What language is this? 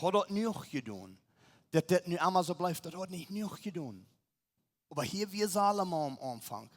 Plautdietsch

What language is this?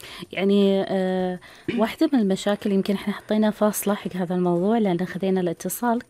Gulf Arabic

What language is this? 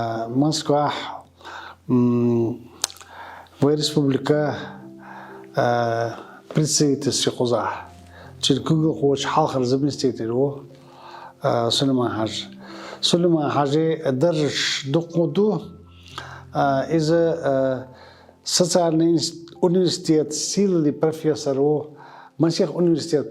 Chechen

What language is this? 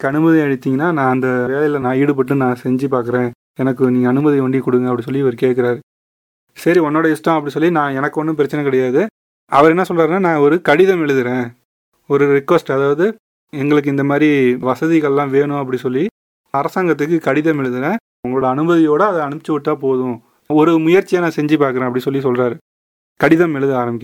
Tamil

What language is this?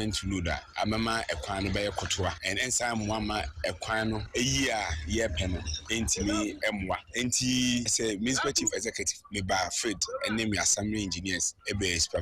Akan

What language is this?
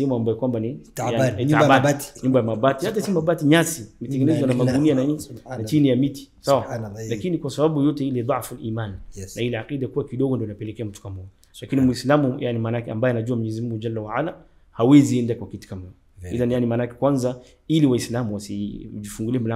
Swahili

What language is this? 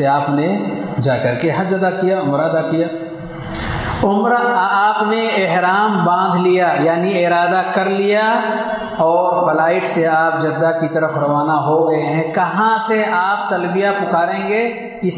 Urdu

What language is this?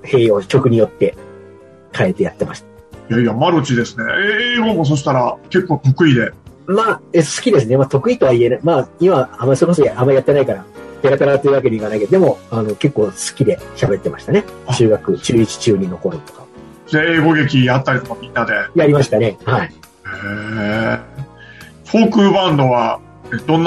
Japanese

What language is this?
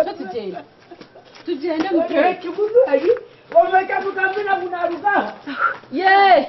Nyankole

